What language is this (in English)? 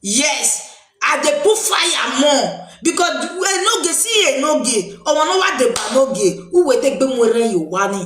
Nigerian Pidgin